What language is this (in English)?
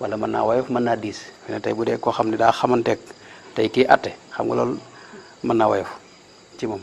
Wolof